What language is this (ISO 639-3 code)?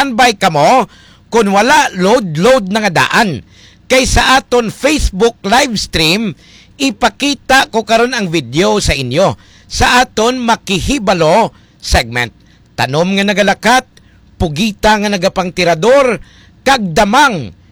hil